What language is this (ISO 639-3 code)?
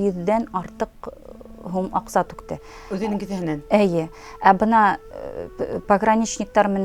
bak